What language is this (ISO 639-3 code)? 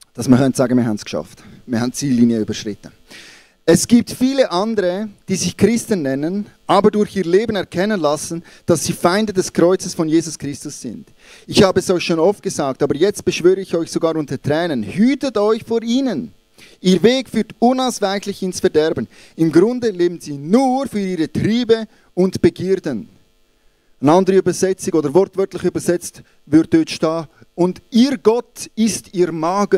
gsw